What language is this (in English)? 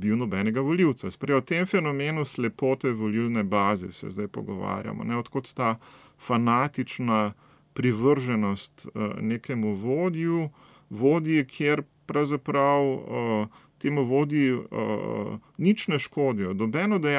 Slovenian